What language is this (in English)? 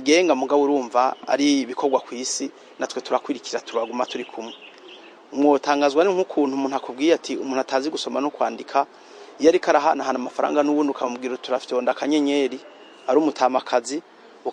Rundi